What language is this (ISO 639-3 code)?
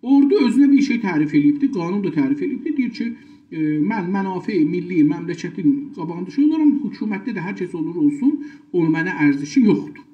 azb